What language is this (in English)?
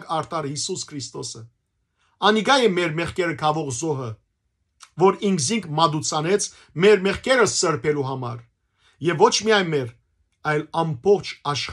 Western Armenian